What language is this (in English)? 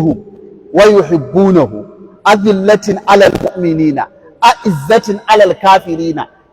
Hausa